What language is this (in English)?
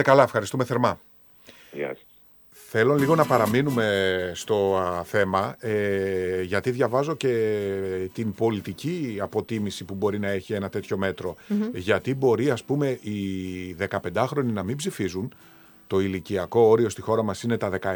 Greek